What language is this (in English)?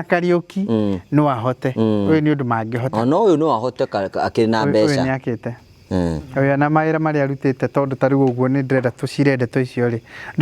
Kikuyu